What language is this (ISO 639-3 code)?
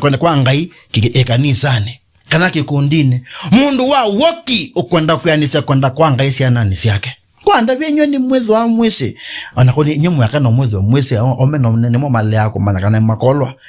kam